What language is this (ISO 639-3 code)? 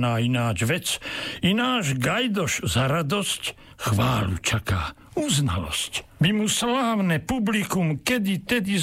slk